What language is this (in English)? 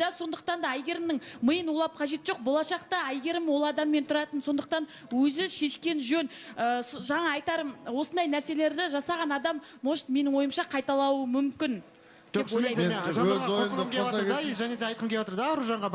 Kazakh